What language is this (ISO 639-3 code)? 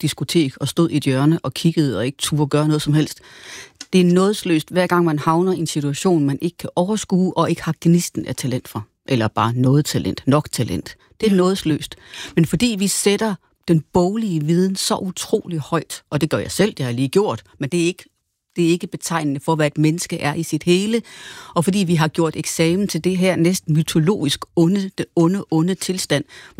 dan